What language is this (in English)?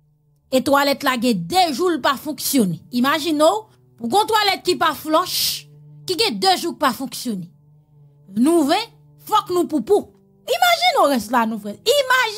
Haitian Creole